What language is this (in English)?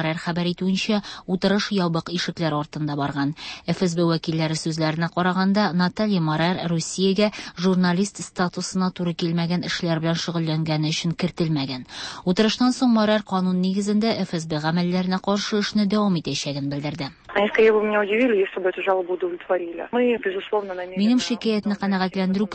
Tatar